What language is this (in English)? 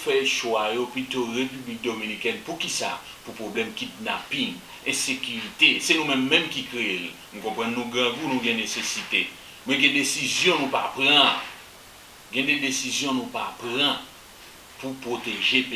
Haitian Creole